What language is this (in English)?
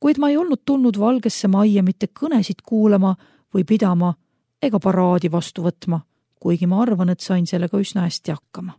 Estonian